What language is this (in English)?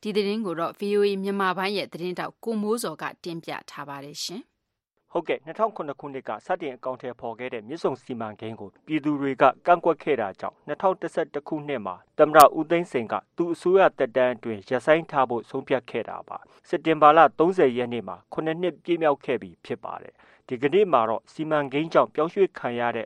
Burmese